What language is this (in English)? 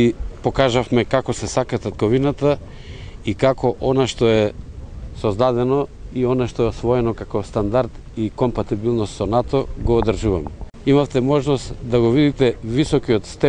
Macedonian